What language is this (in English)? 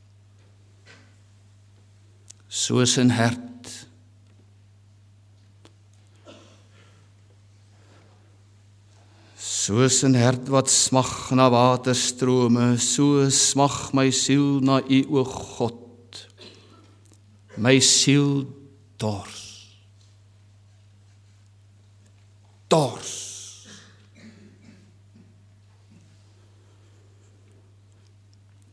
Afrikaans